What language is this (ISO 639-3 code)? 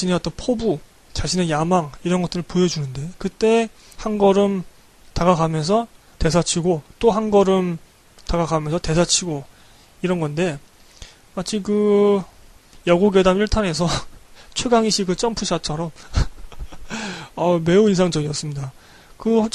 kor